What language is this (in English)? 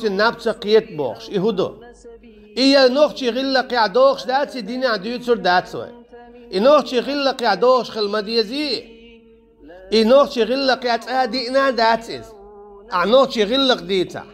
Chechen